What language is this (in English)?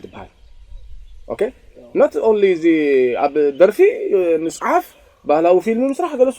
Tigrinya